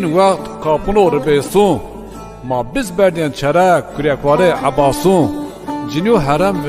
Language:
Zaza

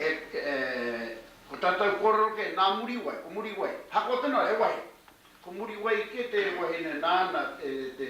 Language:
Māori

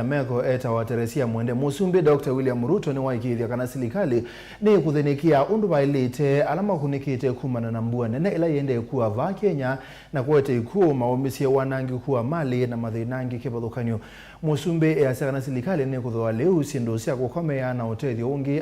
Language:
Kamba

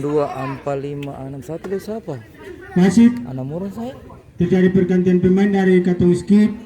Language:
Ambonese Malay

